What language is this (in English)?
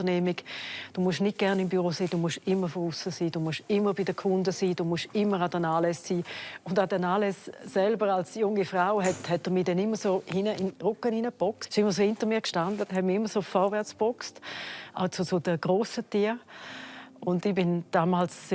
Romansh